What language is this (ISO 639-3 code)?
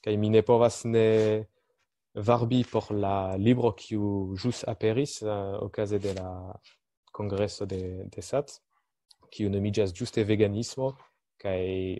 epo